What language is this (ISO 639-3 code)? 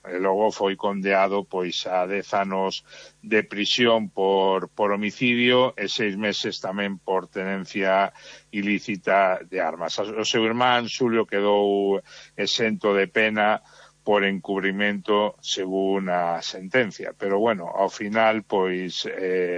glg